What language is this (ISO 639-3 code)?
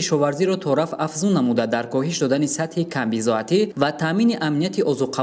tgk